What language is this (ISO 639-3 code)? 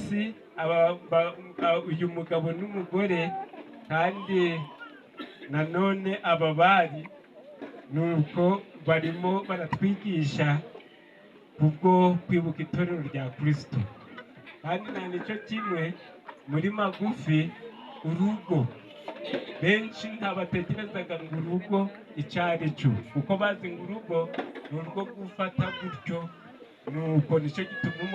kin